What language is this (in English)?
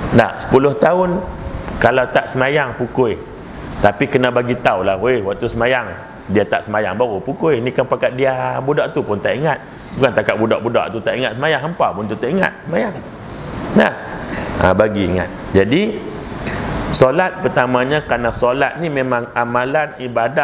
Malay